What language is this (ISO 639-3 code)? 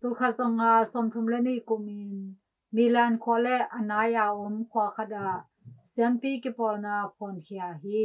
ctd